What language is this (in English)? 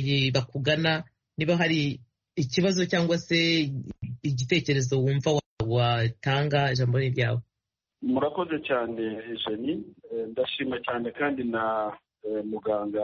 Kinyarwanda